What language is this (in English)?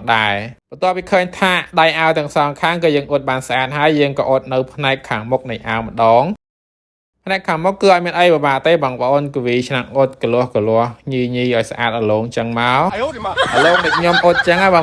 Khmer